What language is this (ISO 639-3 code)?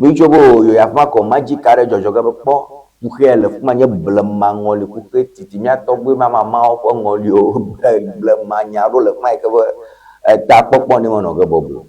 ewe